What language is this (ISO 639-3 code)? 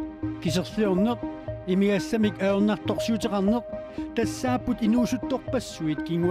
kal